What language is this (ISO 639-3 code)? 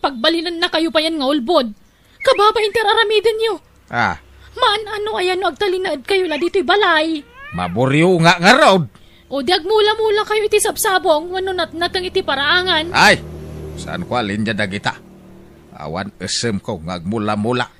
ilo